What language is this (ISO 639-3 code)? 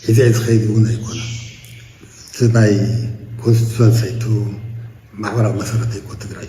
tir